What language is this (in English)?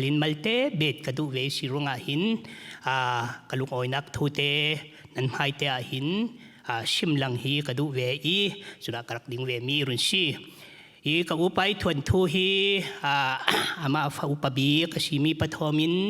Falam Chin